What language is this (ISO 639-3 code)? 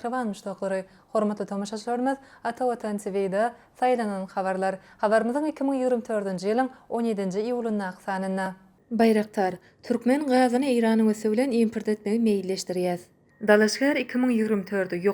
tuk